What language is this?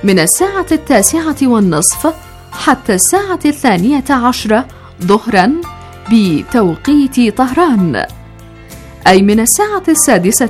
Arabic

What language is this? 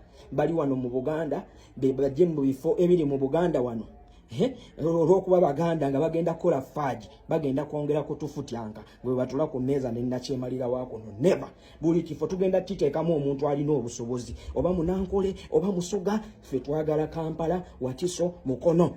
Ganda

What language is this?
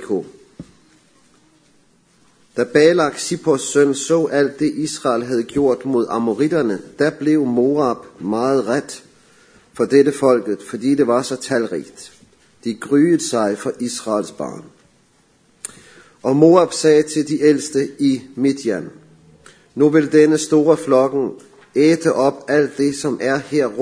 Danish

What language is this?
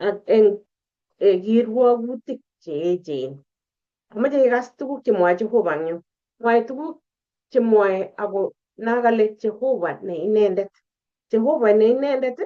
Kalenjin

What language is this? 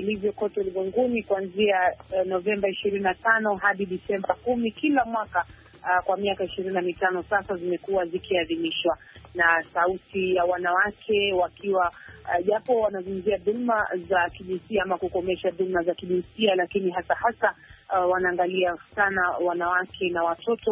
Swahili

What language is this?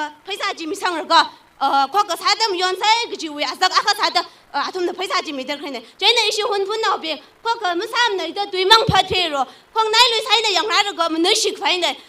Tangkhul Naga (India)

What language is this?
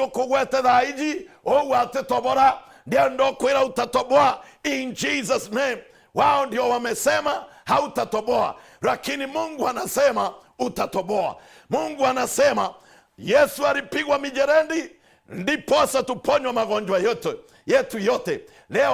Meru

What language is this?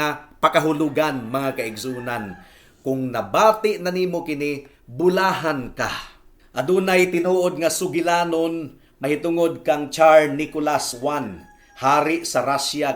Cebuano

